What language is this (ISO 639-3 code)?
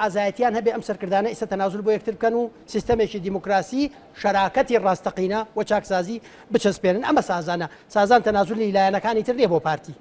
ckb